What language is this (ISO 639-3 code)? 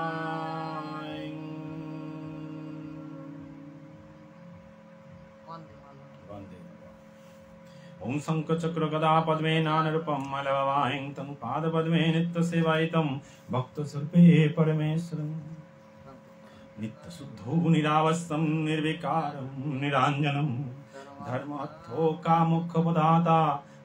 ben